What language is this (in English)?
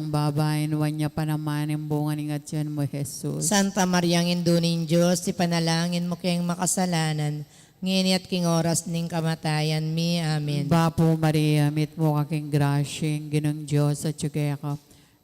Pampanga